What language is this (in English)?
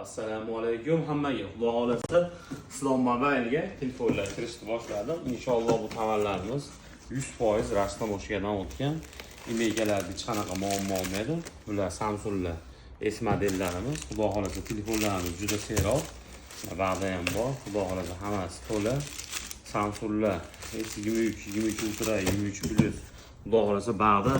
Uzbek